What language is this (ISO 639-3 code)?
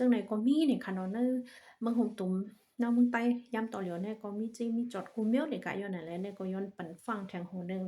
shn